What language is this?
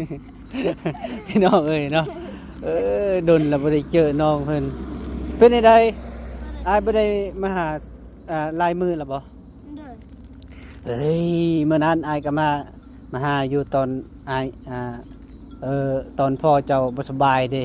Lao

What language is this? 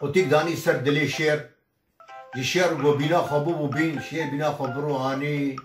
Kurdish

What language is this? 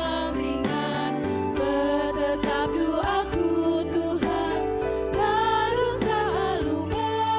Batak Karo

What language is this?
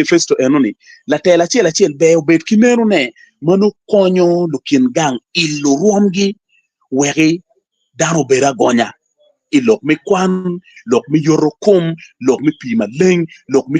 Acoli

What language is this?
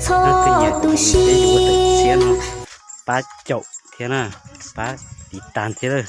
Hmong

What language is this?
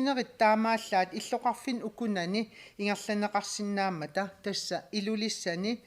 Kalaallisut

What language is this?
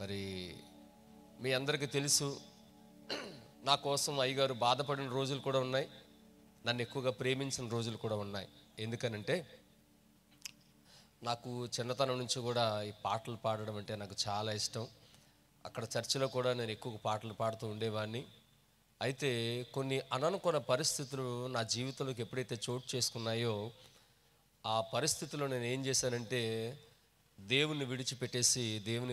Telugu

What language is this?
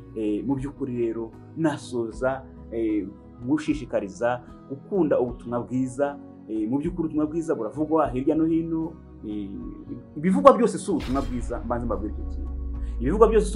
Kinyarwanda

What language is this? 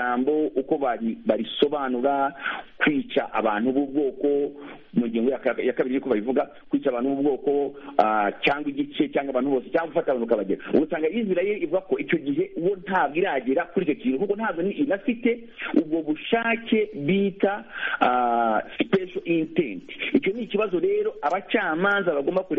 Kinyarwanda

